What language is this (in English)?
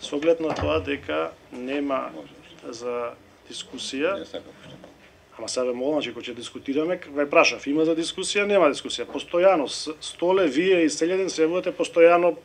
Macedonian